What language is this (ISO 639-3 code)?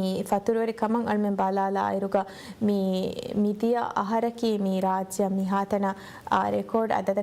div